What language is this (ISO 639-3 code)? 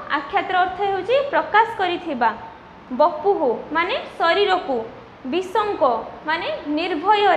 ori